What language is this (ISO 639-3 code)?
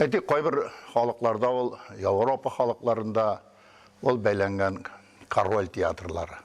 tat